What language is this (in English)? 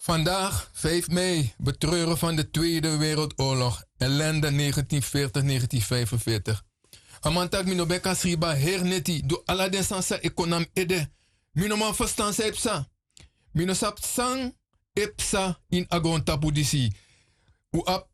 Sranan Tongo